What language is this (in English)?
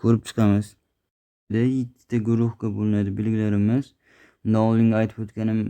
Uzbek